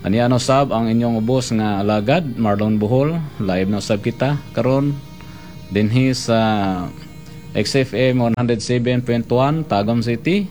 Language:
Cebuano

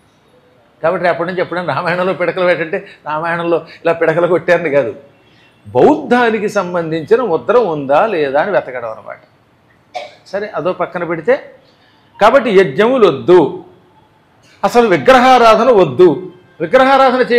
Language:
Telugu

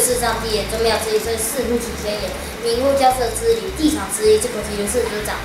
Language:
Literary Chinese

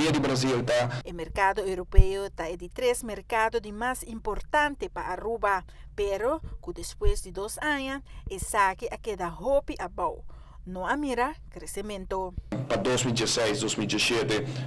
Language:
Papiamento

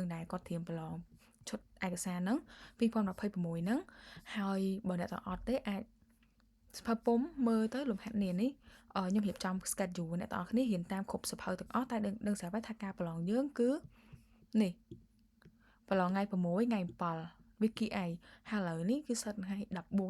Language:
Khmer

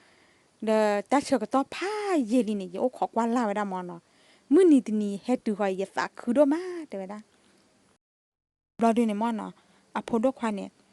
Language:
S'gaw Karen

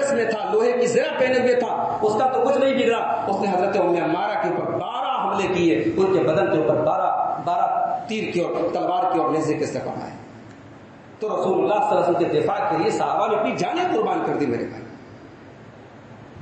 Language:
Urdu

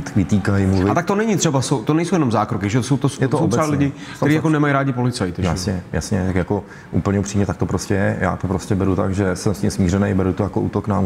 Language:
Czech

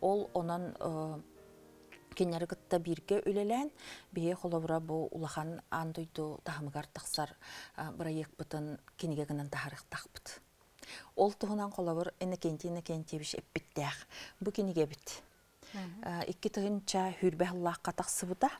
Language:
Yakut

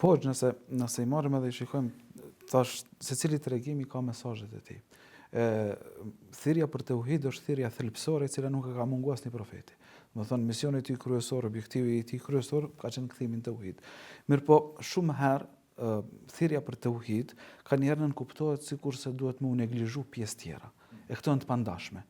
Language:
Albanian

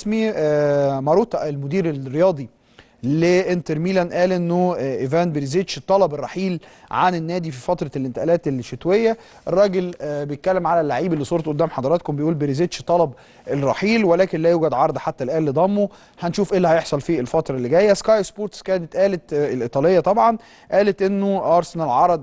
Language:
Egyptian Arabic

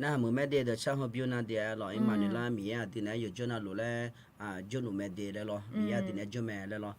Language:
Akha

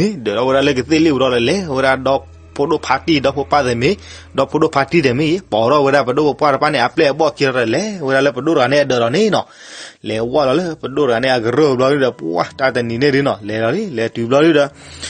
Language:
S'gaw Karen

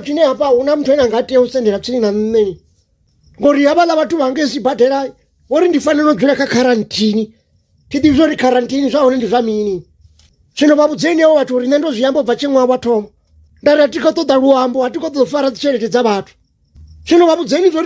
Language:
Venda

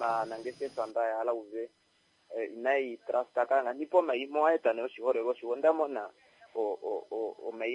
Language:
Kuanyama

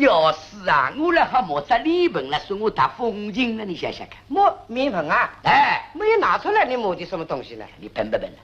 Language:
Wu Chinese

